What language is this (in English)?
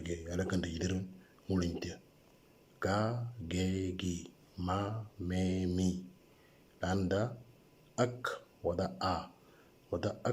Moro